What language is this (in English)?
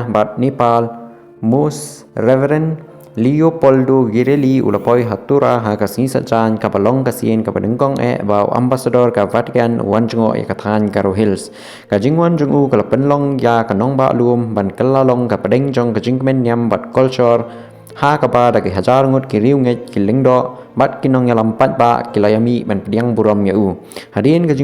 Khasi